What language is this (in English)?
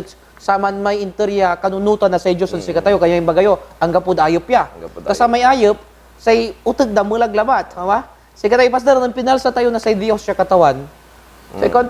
Pangasinan